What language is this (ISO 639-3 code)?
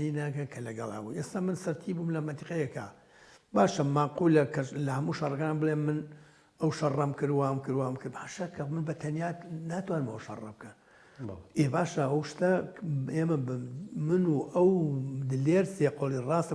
ckb